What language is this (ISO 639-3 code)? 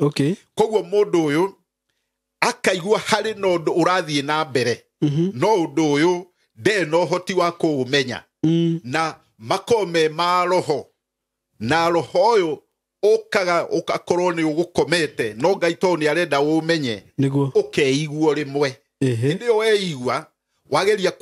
kik